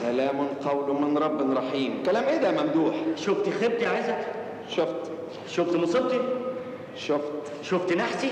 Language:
Egyptian Arabic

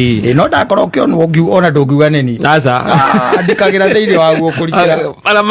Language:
Kikuyu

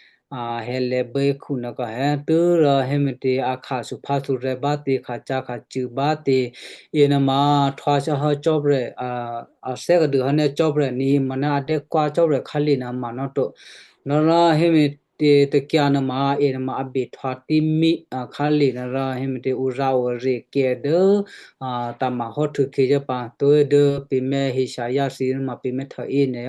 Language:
Western Kayah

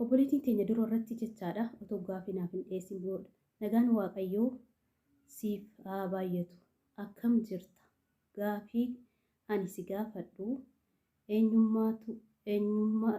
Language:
Oromo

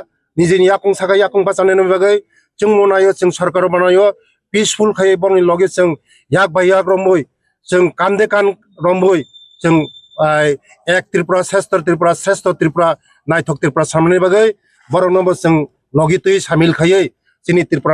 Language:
Kok Borok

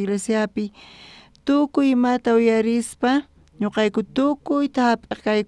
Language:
South Bolivian Quechua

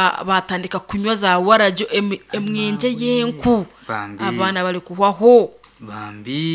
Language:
Nyankole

